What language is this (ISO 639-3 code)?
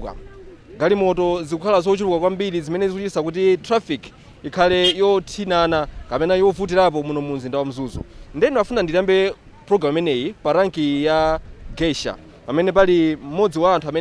nya